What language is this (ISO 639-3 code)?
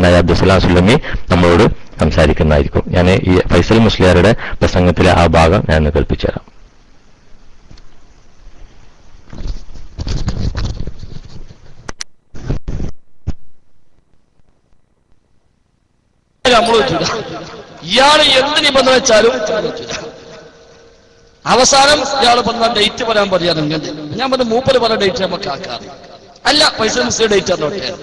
mal